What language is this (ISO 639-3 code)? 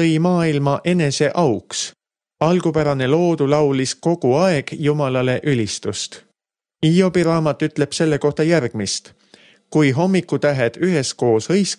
est